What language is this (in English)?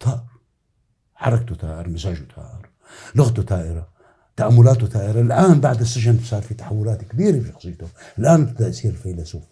North Levantine Arabic